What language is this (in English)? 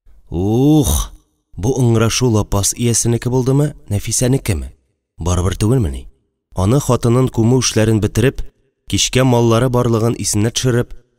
Tatar